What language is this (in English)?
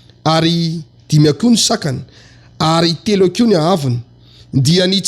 Malagasy